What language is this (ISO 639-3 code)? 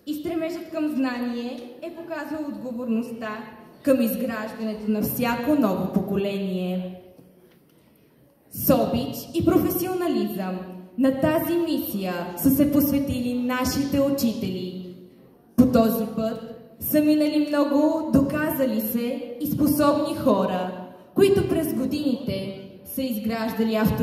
bul